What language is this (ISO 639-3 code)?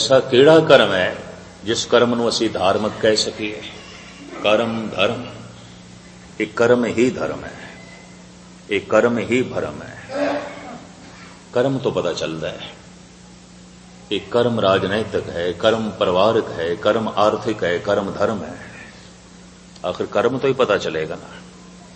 pan